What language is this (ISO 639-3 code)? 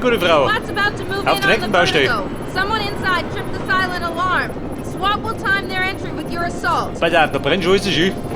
bar